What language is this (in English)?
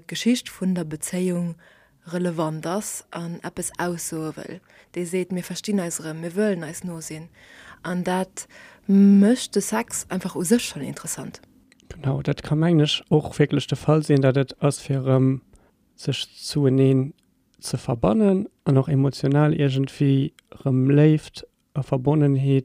Luxembourgish